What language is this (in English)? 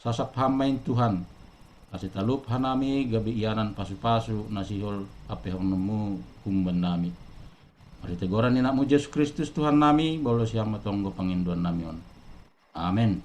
Batak Simalungun